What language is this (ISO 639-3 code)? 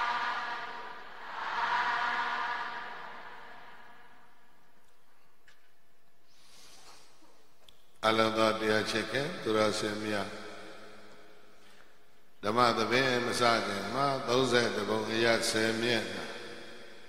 mya